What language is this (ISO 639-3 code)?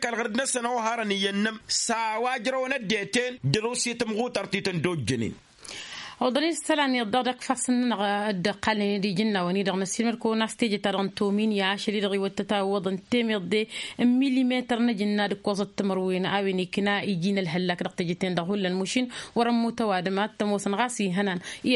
taq